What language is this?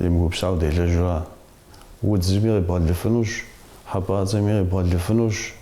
Kabardian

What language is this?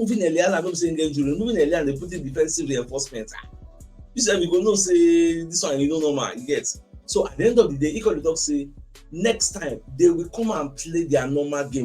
Nigerian Pidgin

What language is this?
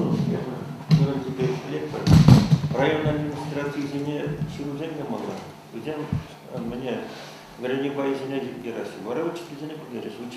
Chuvash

